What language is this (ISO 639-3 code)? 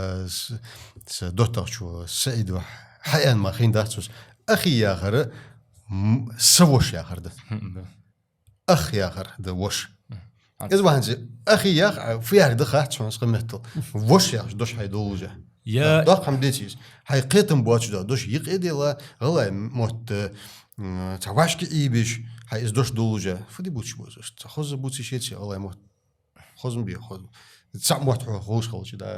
inh